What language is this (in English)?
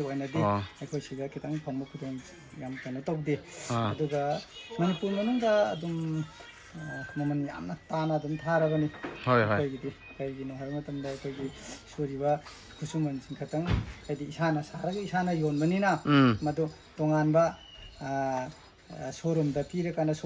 Manipuri